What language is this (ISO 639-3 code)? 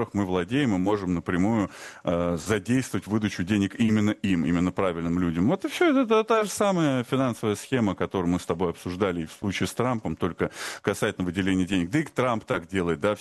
rus